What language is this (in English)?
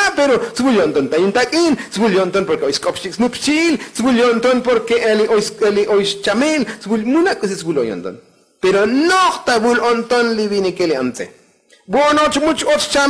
Tzotzil